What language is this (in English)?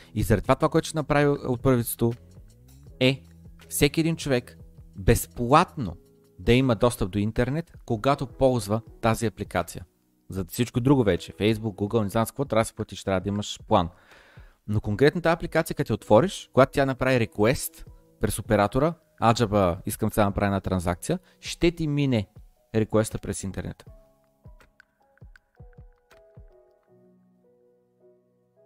Bulgarian